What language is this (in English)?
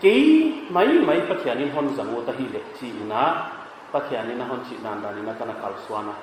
Paite Chin